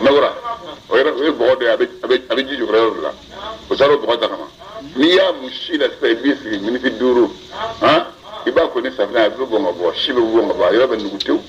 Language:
Bambara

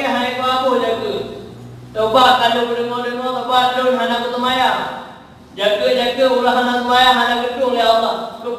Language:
Achinese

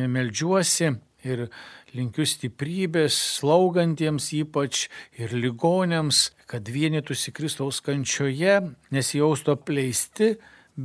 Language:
Lithuanian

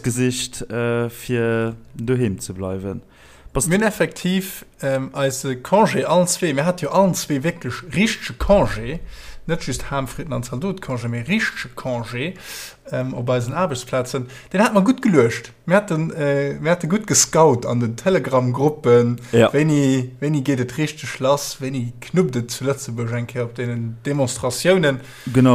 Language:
Luxembourgish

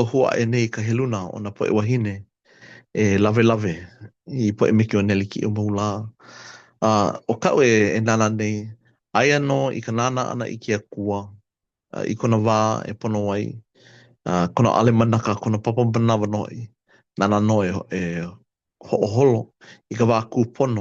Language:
Hawaiian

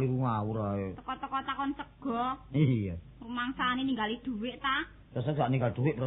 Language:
Javanese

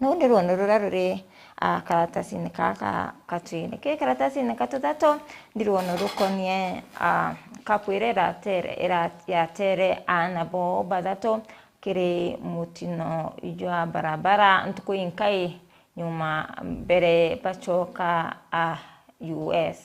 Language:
Meru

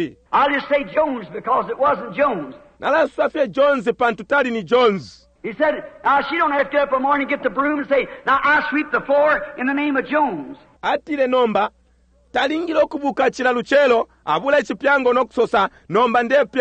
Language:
Bemba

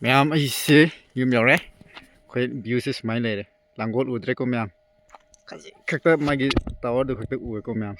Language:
Manipuri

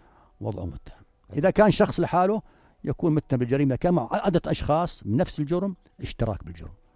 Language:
North Levantine Arabic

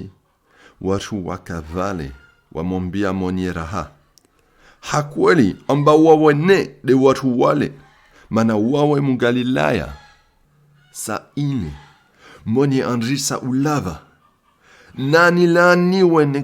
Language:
Comorian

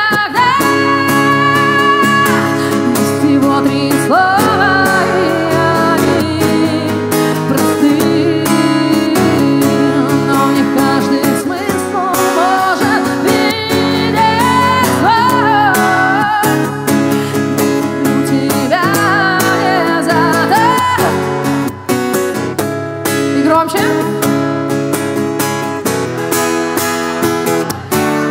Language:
Russian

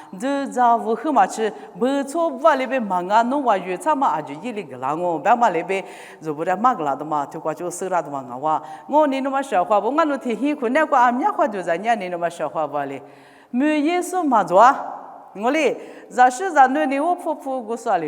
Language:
Lisu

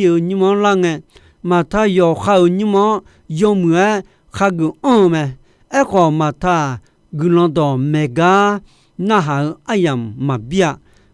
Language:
Akha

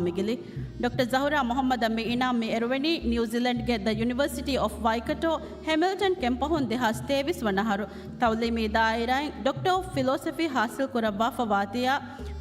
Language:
Divehi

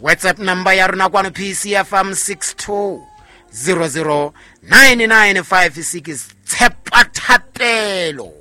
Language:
Southern Sotho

